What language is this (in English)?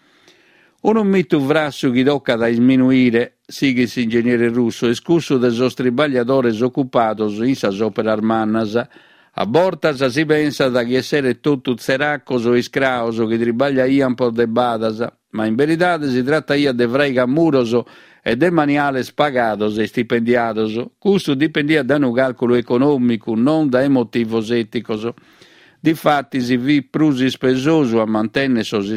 Sardinian